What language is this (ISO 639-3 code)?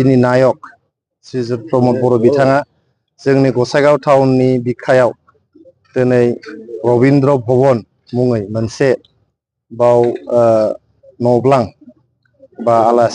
brx